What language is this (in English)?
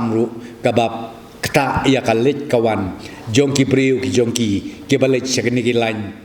Khasi